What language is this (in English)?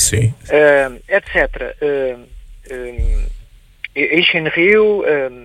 Portuguese